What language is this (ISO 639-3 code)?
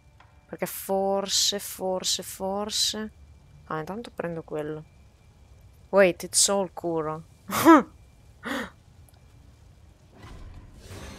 ita